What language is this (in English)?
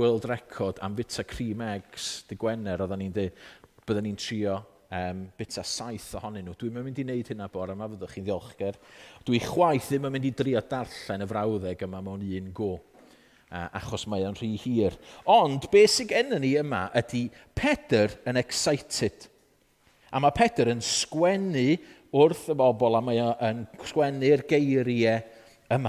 Welsh